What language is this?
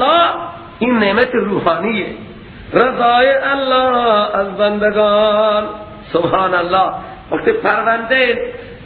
Persian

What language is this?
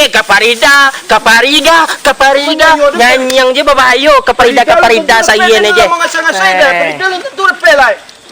Minangkabau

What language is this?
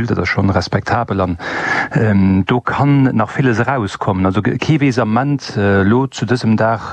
Luxembourgish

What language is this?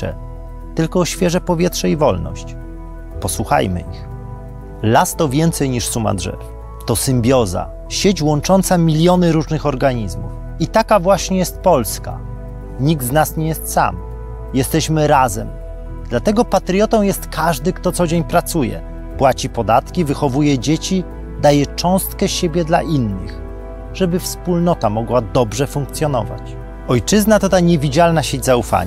Polish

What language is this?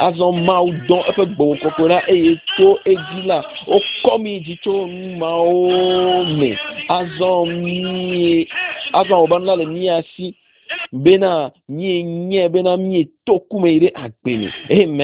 Ewe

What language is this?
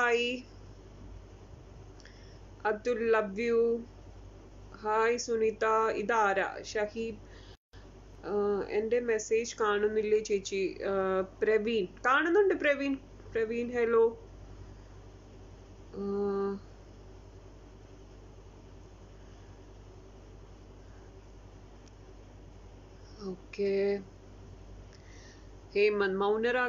Malayalam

